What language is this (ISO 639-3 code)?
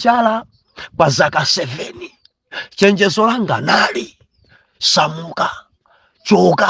nya